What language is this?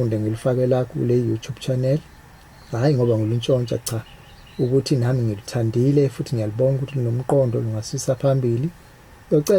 Zulu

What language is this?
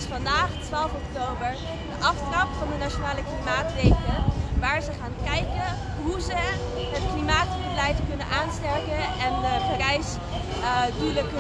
Dutch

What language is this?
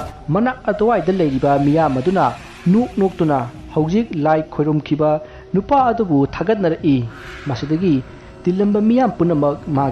Manipuri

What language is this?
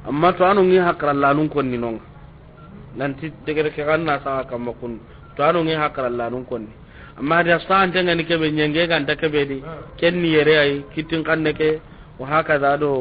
Soninke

